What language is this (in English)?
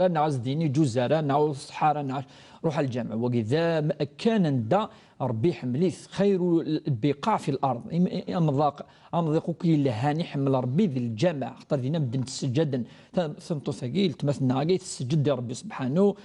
Kabyle